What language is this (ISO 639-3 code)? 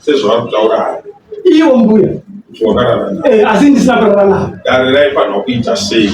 sna